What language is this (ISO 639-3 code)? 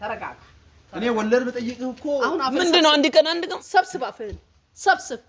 amh